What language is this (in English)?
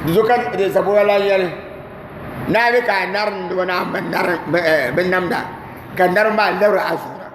Dagbani